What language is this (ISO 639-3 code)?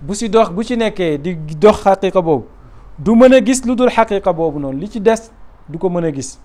wol